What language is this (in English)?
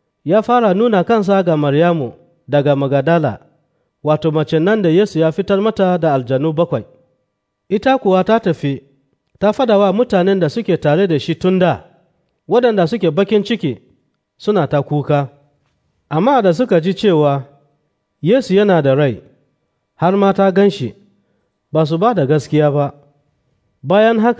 Hausa